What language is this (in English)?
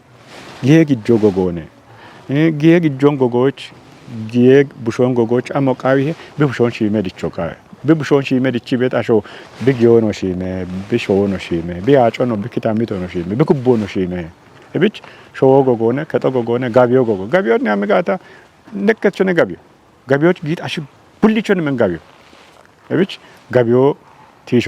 Kafa